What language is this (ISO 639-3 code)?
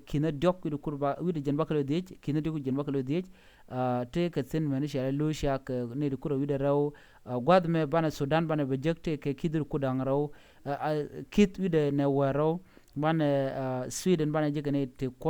nus